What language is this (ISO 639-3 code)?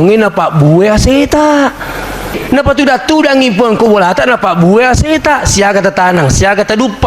bug